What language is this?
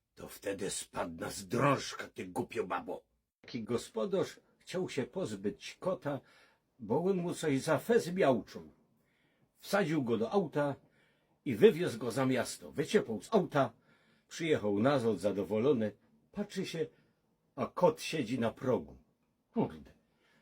Silesian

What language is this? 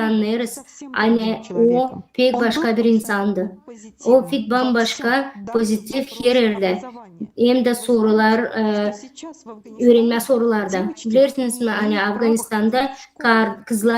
Gagauz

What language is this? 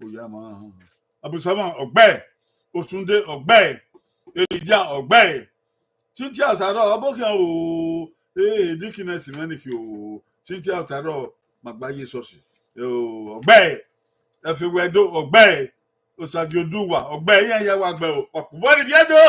Bini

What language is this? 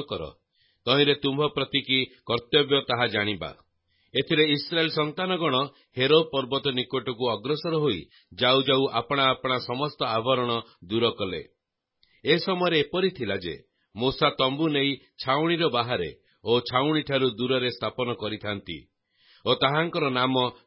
Odia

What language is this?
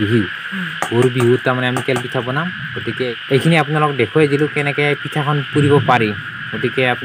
Assamese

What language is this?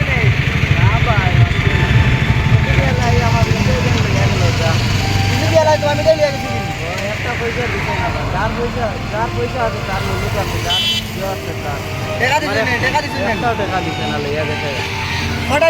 Sylheti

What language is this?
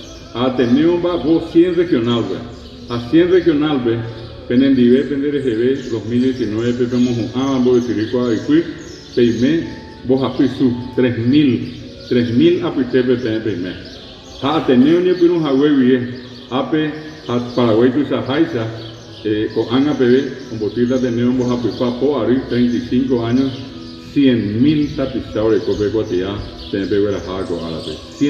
Guarani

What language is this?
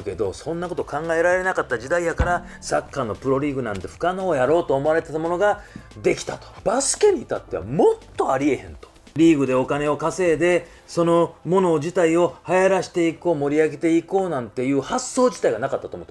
Japanese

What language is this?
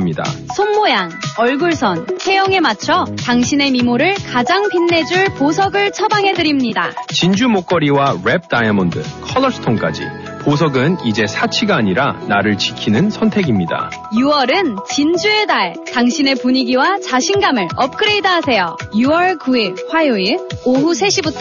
Korean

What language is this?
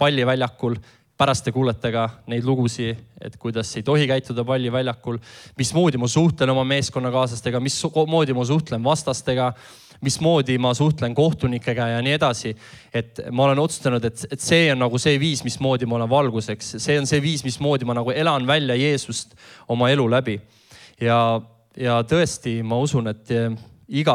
Estonian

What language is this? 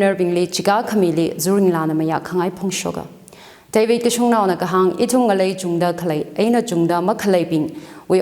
Tangkhul Naga (India)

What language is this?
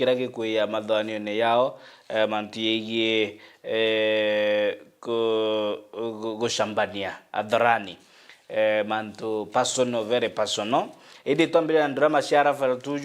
Meru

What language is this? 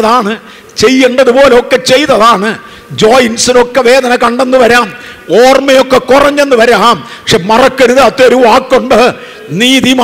Malayalam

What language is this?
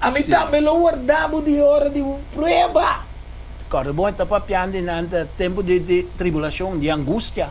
Papiamento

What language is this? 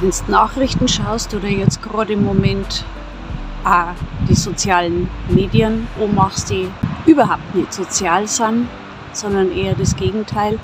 Bavarian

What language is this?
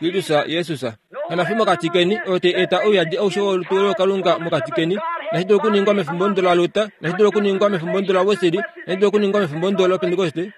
Kuanyama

